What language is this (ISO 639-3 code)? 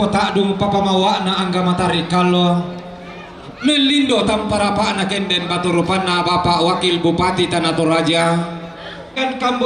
sda